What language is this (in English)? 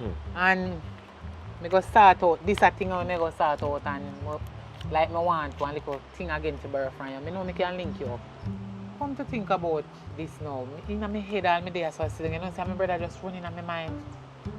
Jamaican Creole English